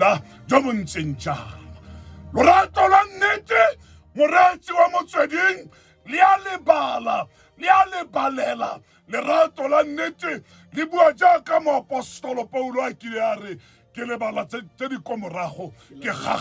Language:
Tswana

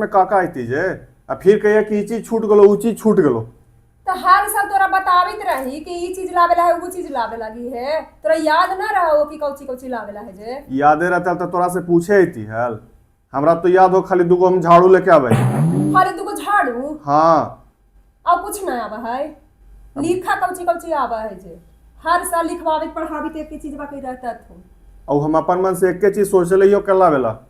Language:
Magahi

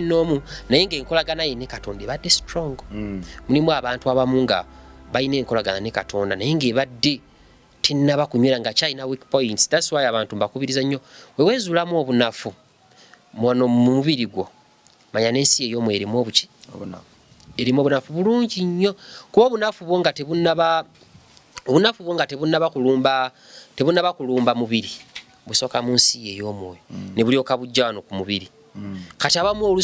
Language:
Ganda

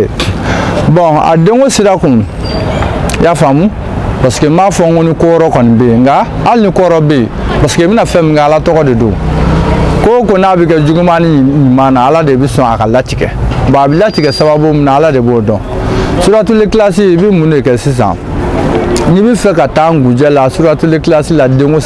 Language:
Bambara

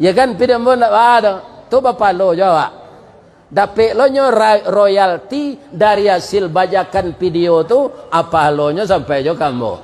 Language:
Minangkabau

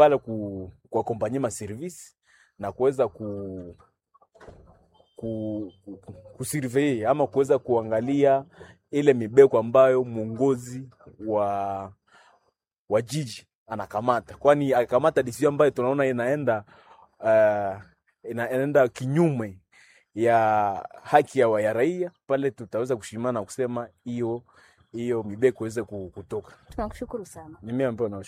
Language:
Swahili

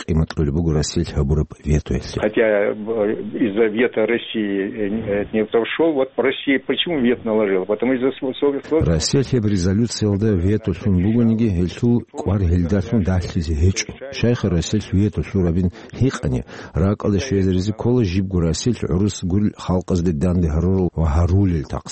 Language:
Avaric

